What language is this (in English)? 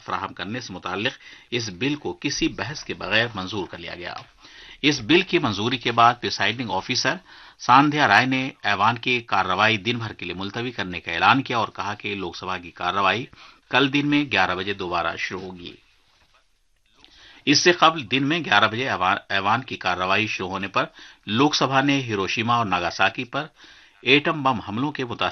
Urdu